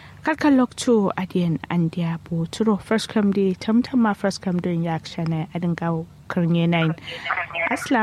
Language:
Kanuri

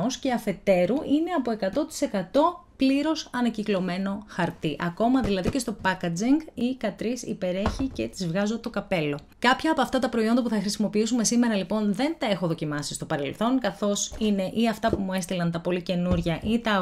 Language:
Greek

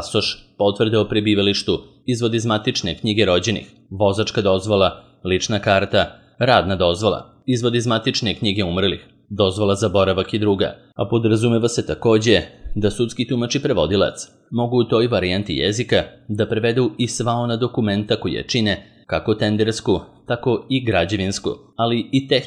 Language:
Serbian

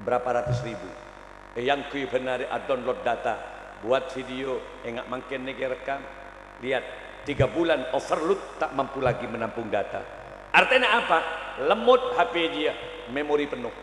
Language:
Madurese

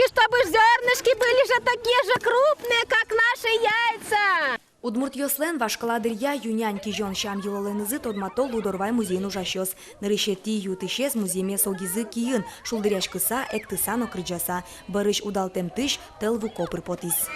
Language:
Udmurt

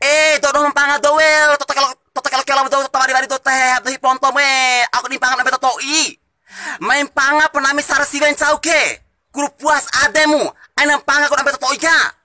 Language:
Bima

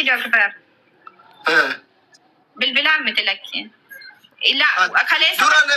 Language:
Oromo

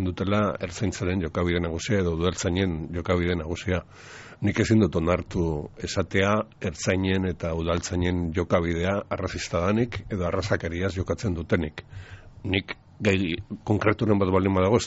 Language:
Basque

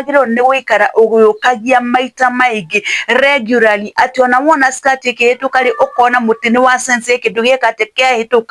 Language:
Kikuyu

